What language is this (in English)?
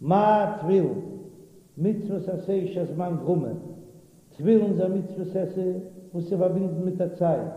Yiddish